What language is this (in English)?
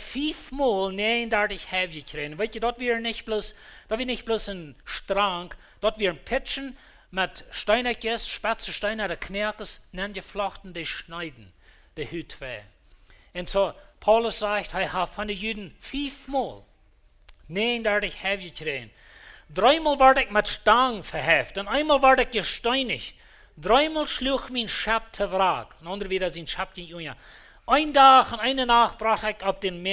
Plautdietsch